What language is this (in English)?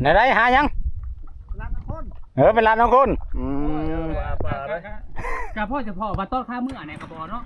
Northeastern Thai